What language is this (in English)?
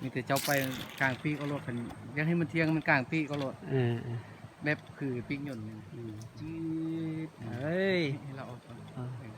Lao